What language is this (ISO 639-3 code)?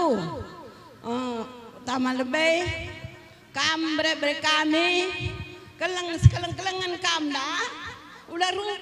btx